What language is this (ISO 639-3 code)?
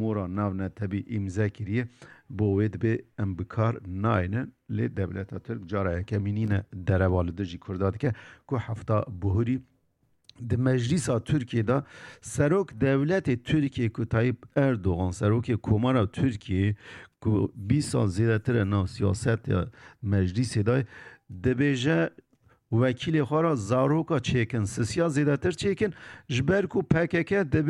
kur